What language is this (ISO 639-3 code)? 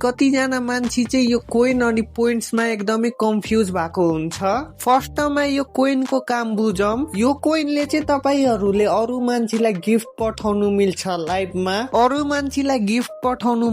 nep